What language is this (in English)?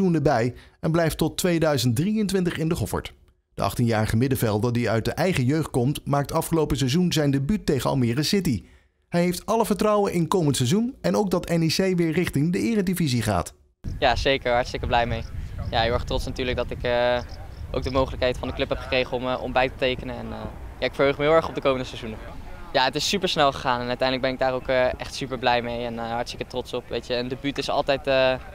Dutch